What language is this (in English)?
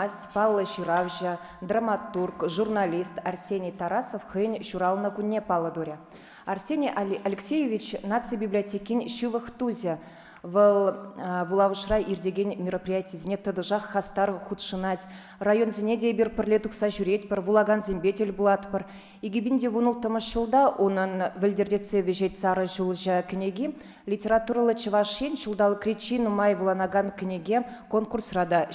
Chuvash